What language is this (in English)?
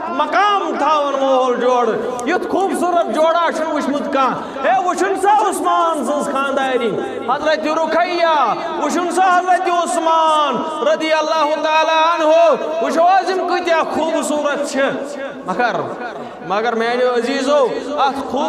Kashmiri